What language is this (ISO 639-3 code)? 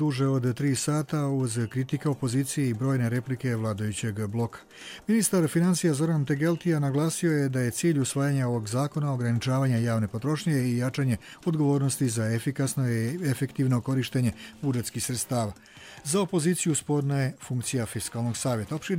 bos